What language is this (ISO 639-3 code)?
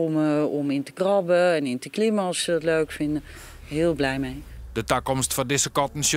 fry